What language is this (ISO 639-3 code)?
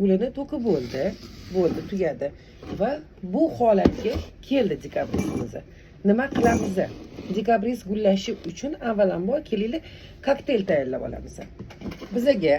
uzb